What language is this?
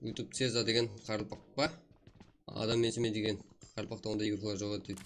Kara-Kalpak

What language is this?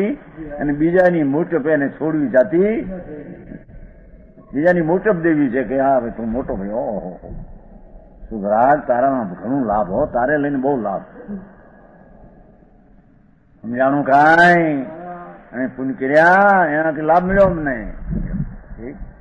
Gujarati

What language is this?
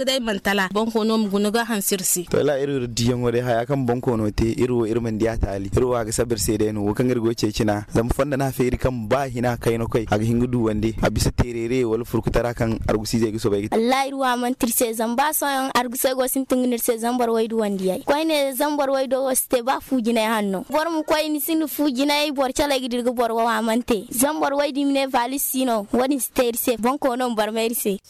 Zarma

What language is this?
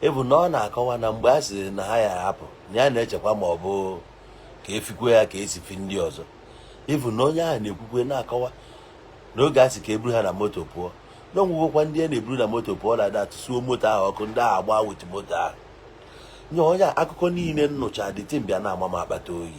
Igbo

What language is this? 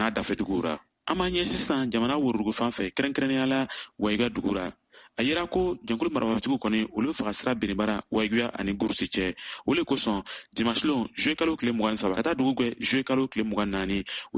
Bambara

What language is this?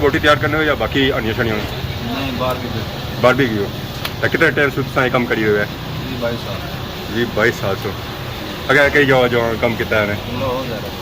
Pahari-Potwari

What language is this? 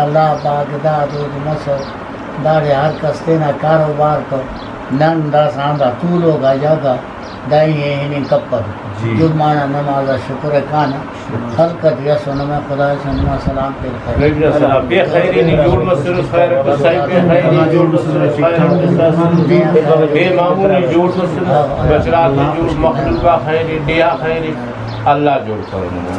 Brahui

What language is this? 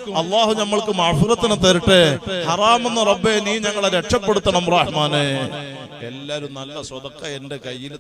Malayalam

